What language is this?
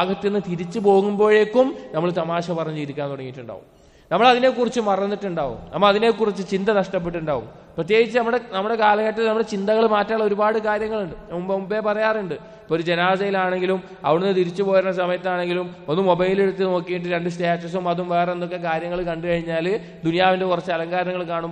Malayalam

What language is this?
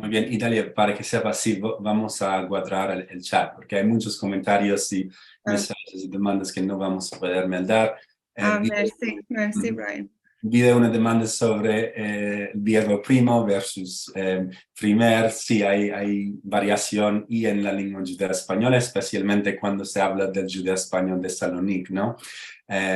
Ladino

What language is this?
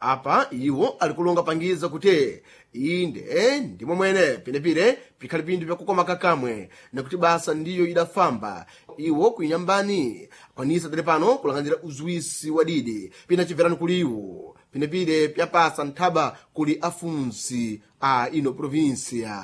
Sena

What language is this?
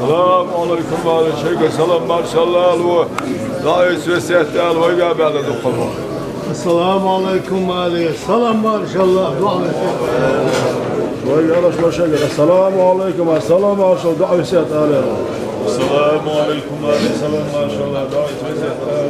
Chechen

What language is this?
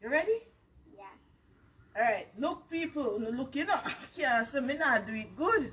Jamaican Creole English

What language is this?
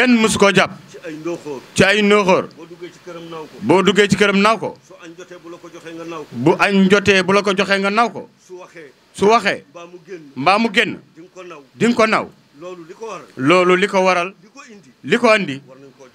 Wolof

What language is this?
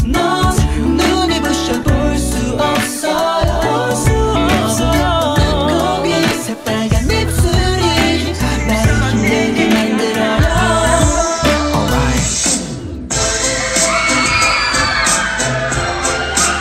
Korean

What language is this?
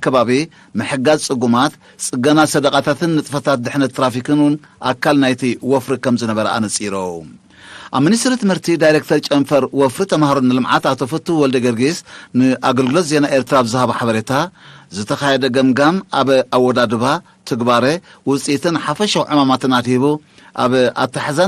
Tigrinya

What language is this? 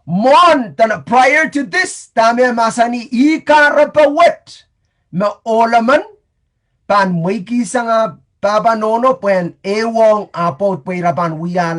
Pohnpeian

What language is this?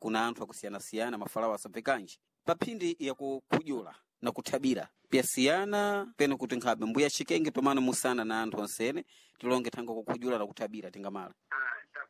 Sena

